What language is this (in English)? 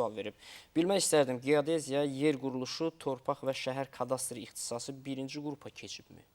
Azerbaijani